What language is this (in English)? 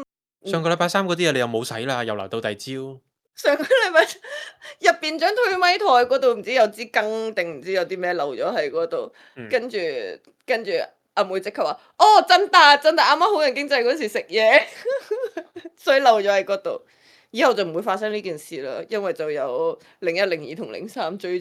Cantonese